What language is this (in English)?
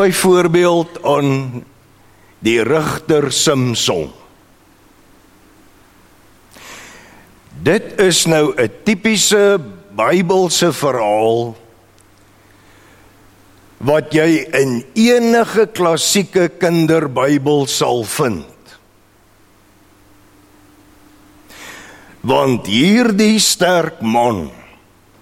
Afrikaans